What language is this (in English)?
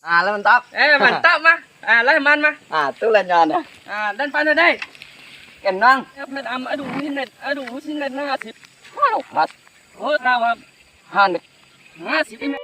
Minangkabau